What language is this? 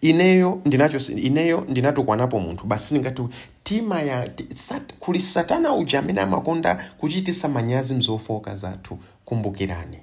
Nyanja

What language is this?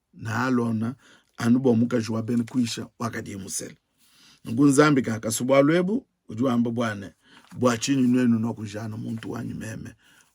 Luba-Lulua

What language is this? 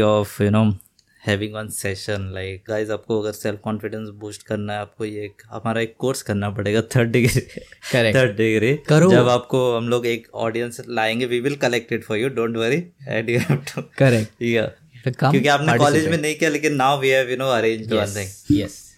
Hindi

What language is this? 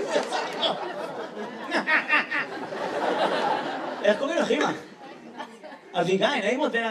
Hebrew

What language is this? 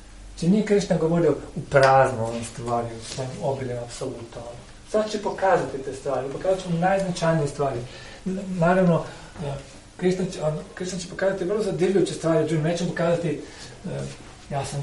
Croatian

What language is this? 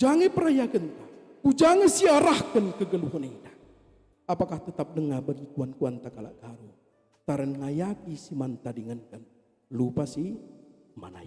Batak Karo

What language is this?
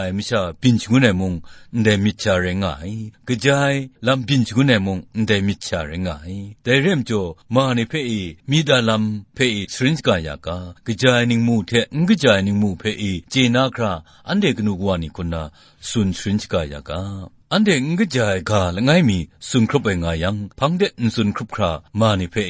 Kachin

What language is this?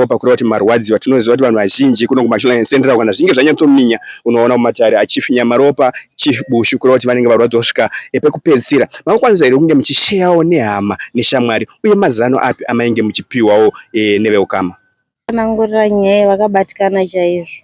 Shona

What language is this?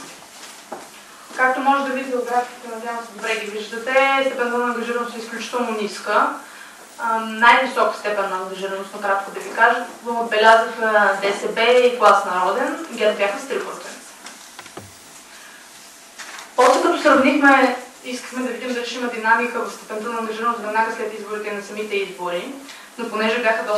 Bulgarian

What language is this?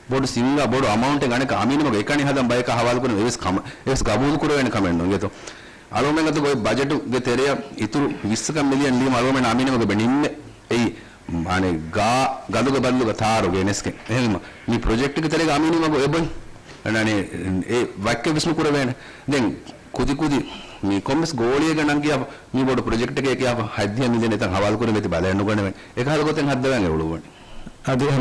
Divehi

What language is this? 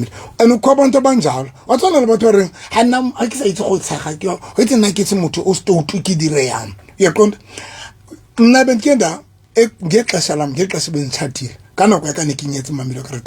Southern Sotho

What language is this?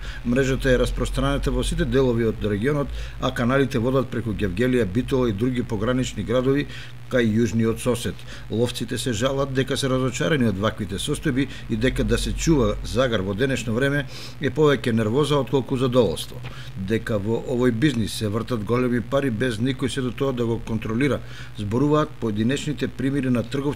Macedonian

